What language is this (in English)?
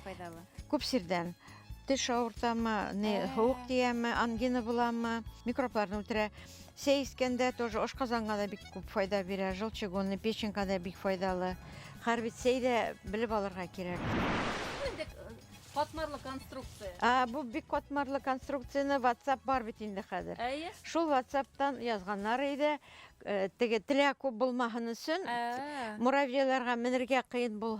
Bashkir